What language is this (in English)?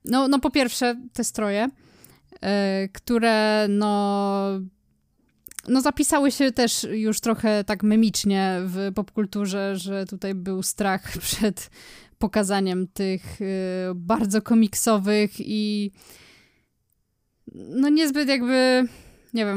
Polish